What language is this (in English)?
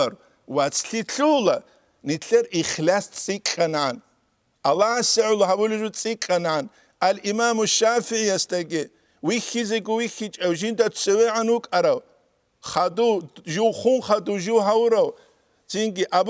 Avaric